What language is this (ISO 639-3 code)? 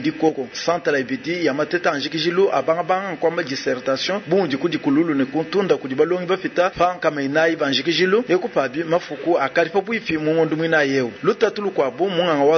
lua